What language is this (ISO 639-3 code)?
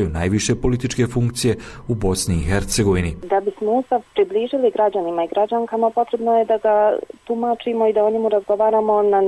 bos